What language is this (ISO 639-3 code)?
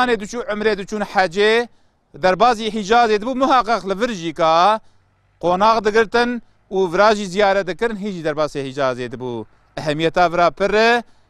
kur